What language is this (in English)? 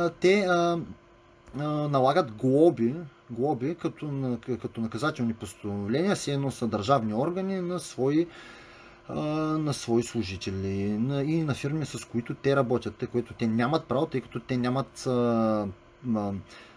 Bulgarian